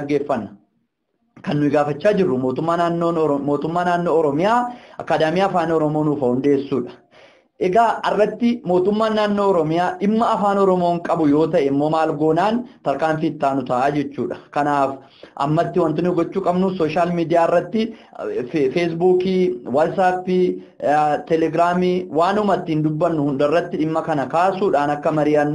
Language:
Oromo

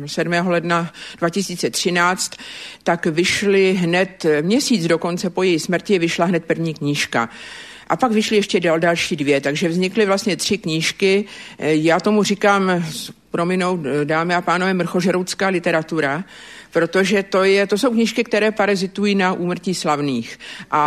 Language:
Czech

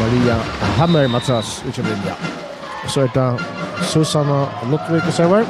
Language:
Faroese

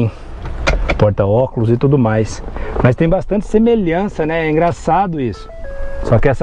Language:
Portuguese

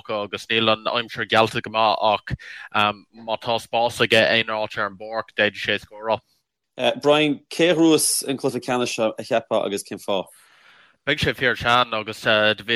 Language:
Irish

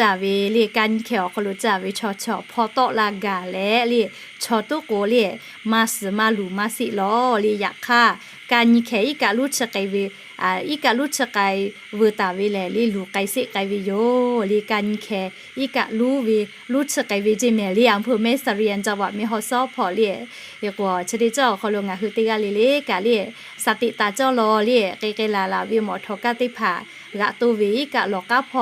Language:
Lahu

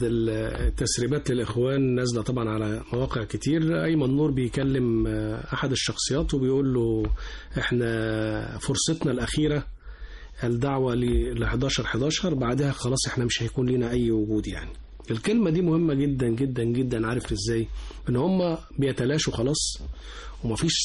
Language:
Egyptian Arabic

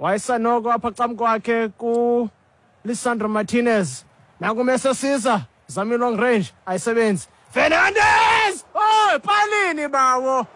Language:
Xhosa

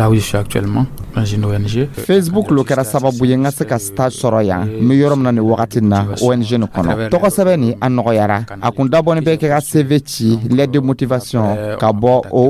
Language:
Dyula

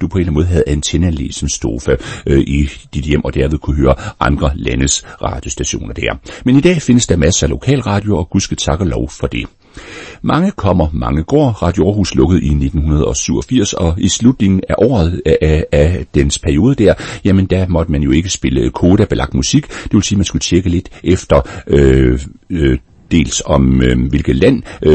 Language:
Danish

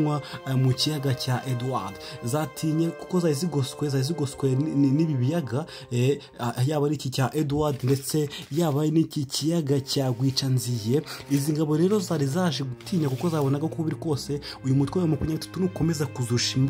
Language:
Kinyarwanda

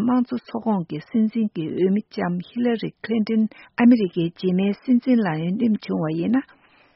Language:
Tibetan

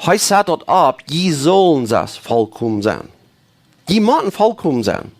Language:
Plautdietsch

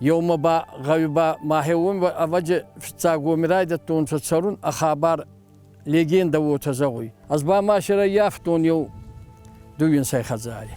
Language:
Ossetic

